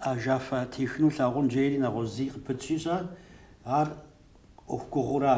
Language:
Kabardian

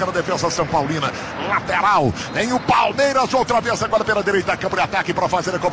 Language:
Portuguese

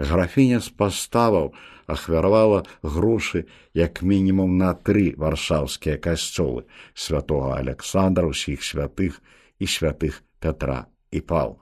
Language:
Belarusian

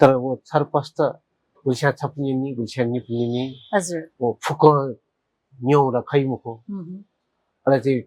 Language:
Newari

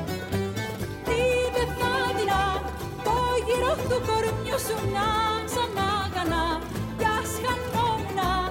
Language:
Greek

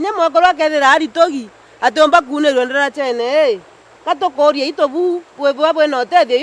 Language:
Meru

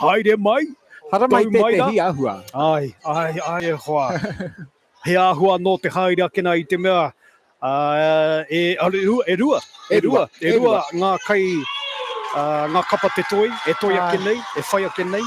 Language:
Māori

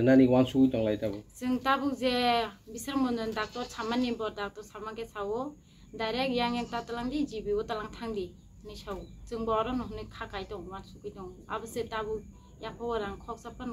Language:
Kok Borok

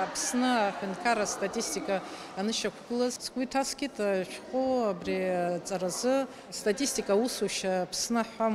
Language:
Abkhazian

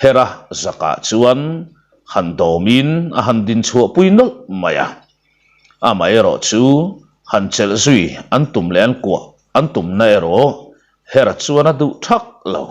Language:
Mizo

